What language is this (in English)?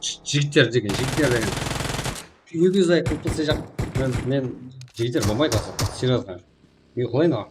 Kara-Kalpak